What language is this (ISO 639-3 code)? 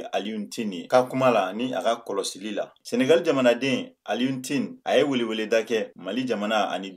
bam